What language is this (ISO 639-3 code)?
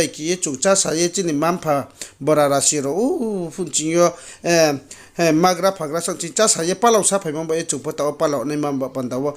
ria